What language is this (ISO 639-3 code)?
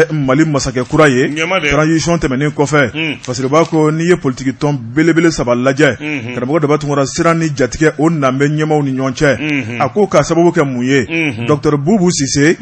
bam